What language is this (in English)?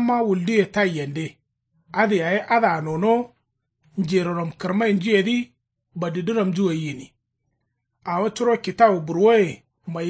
Kanuri